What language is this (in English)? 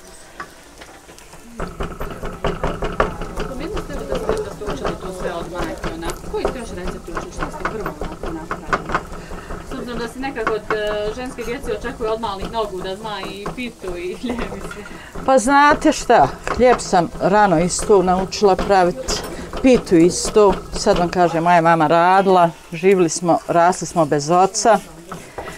Bosnian